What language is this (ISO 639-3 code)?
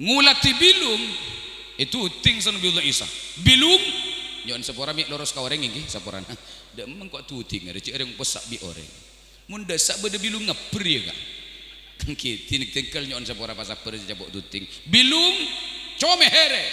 mad